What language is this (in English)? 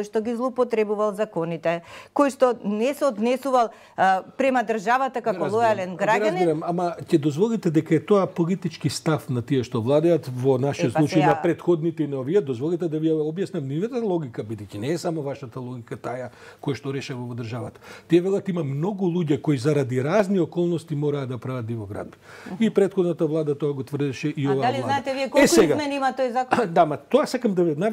Macedonian